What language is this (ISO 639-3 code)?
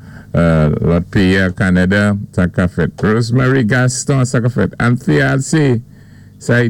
acf